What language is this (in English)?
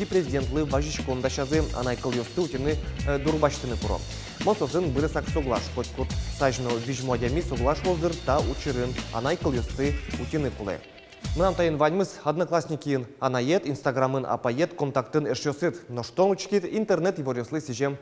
Udmurt